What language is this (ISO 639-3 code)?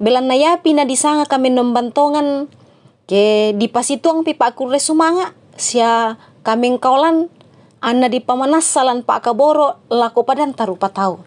sda